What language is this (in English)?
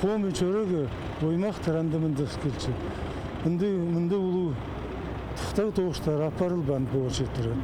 Khakas